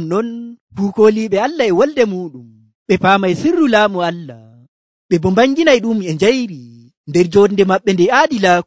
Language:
Nigerian Fulfulde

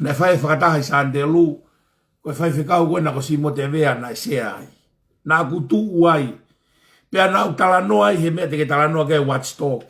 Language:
Tongan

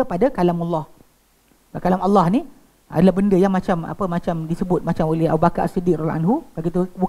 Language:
Malay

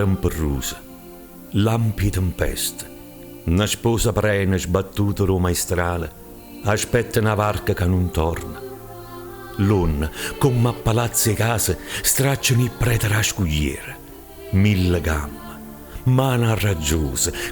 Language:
Neapolitan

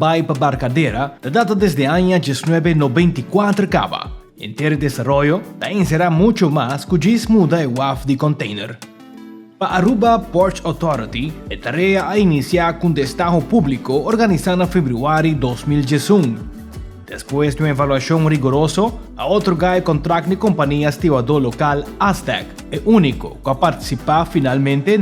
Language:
Papiamento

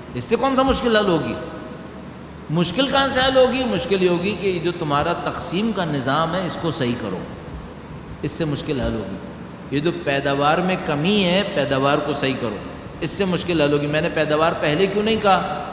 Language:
Urdu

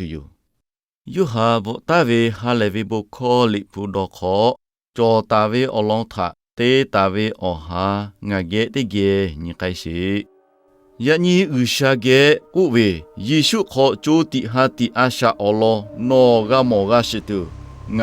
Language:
Lahu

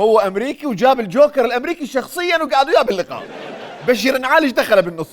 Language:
Mesopotamian Arabic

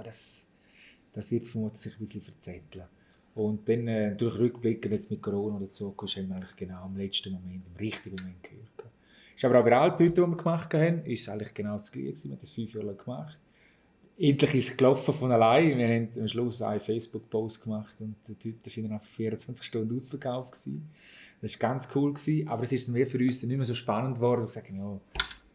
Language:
Swiss German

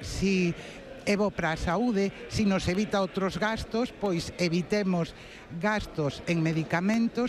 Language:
Galician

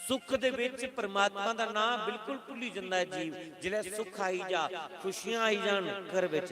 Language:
Dogri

